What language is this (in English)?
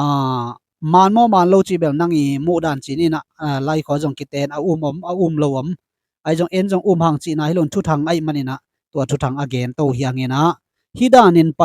Tedim Chin